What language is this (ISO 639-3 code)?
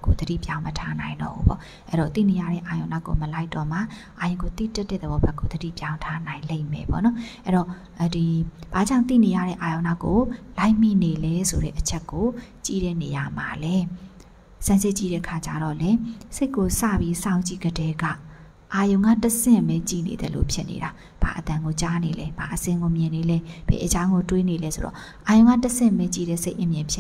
mya